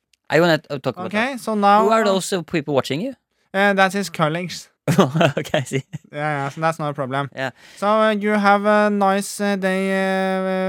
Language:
Norwegian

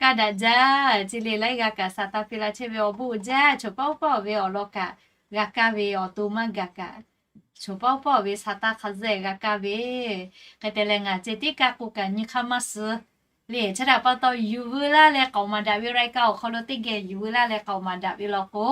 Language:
Lahu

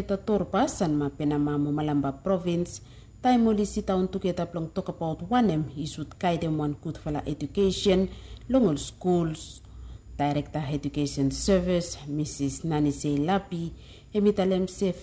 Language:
Bislama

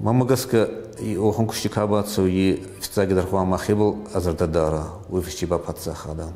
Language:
Ossetic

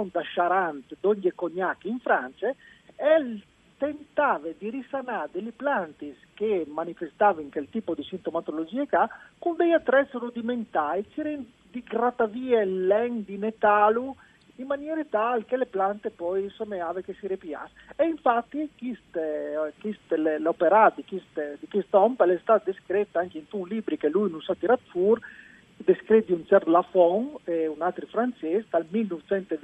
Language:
Friulian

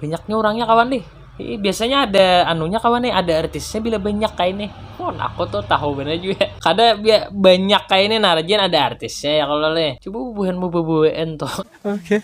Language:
Banjar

